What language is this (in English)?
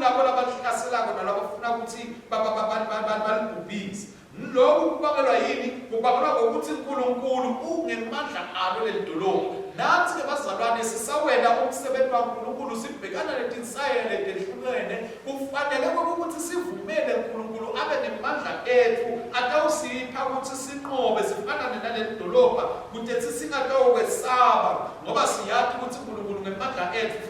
Swati